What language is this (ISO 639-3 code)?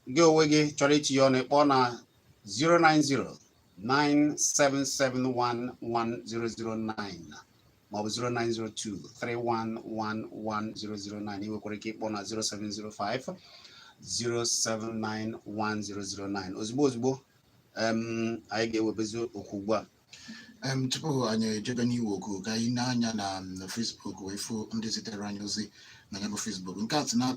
ibo